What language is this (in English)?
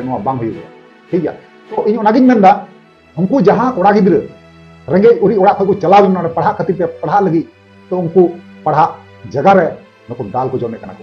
Santali